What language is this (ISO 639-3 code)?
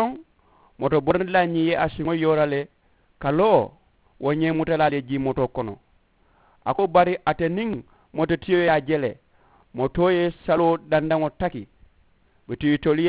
man